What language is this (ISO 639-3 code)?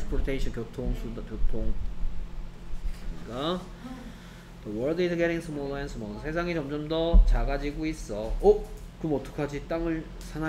kor